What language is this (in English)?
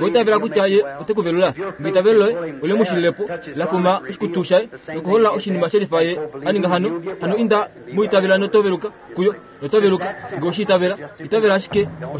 Kuanyama